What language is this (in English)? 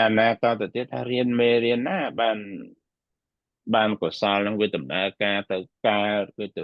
Khmer